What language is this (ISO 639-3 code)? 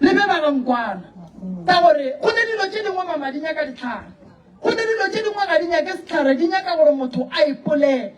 nso